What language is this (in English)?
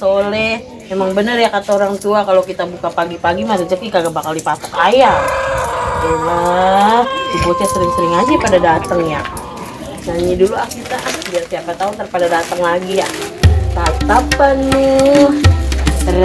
Betawi